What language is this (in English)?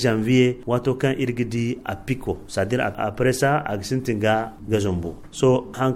Zarma